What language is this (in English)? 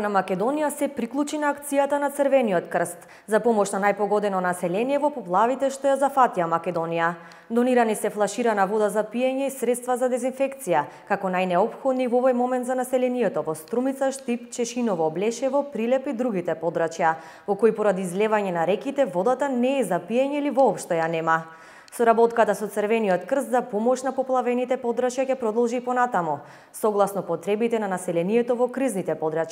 Macedonian